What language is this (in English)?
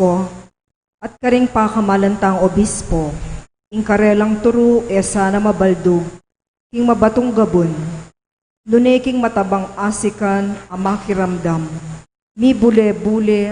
Pampanga